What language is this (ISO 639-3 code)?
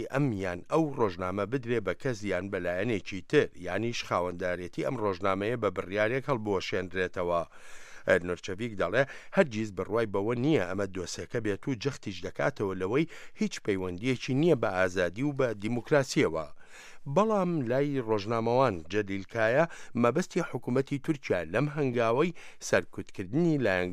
ckb